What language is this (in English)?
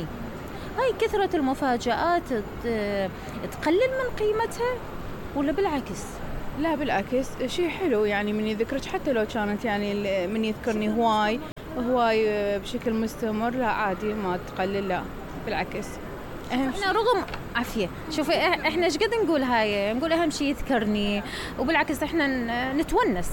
Mesopotamian Arabic